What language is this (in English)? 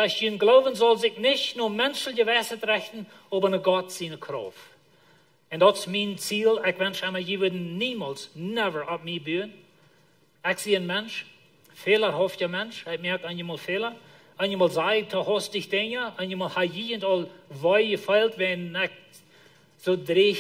Plautdietsch